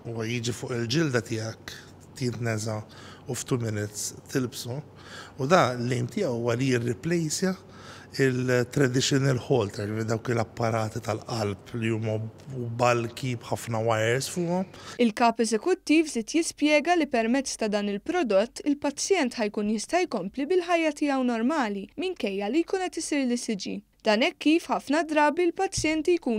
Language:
Maltese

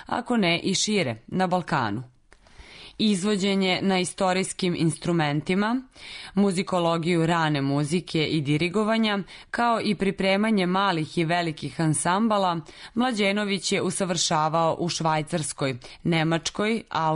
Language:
Serbian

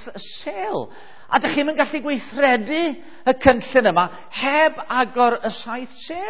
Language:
Welsh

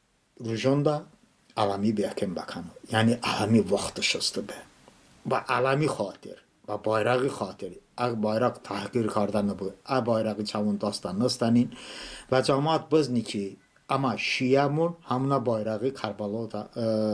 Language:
Talysh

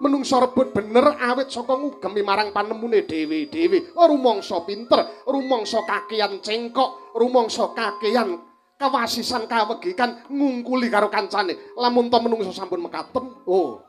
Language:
Javanese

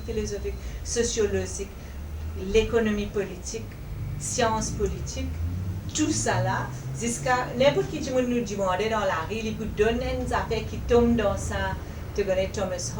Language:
Morisyen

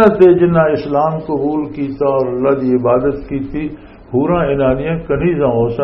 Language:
Western Panjabi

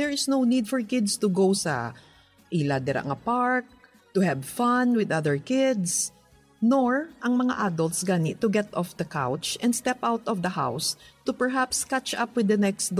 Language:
Hiligaynon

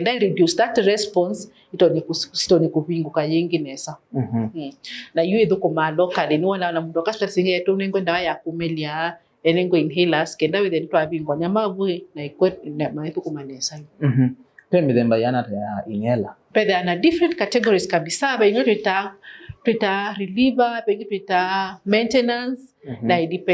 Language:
Kamba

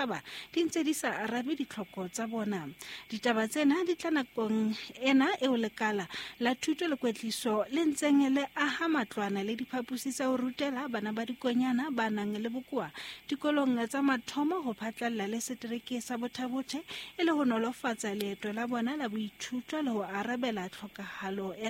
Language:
Southern Sotho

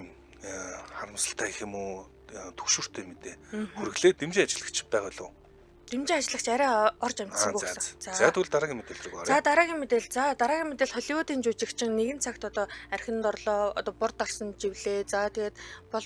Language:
Mongolian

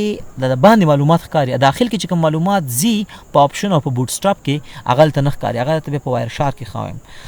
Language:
Pashto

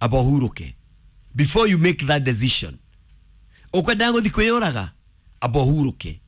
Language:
Kikuyu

